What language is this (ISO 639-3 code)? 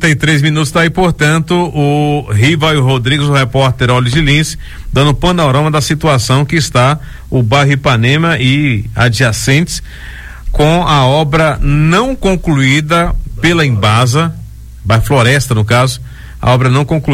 por